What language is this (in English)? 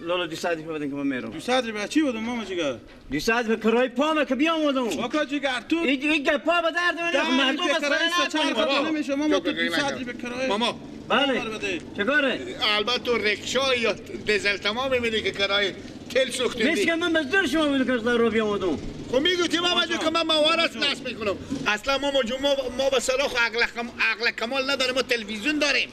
Persian